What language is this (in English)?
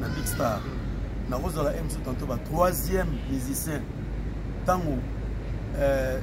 Lingala